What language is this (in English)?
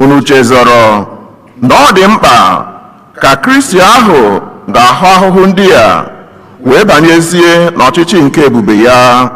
Igbo